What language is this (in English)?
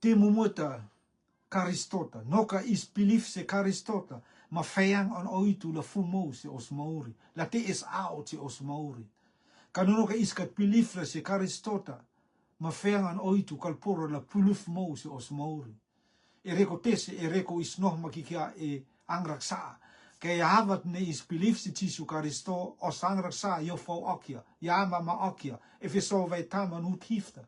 Rotuman